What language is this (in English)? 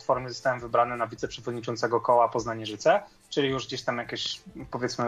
Polish